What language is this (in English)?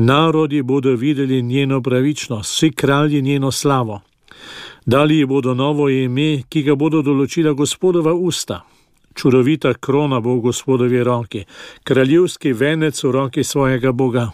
Slovenian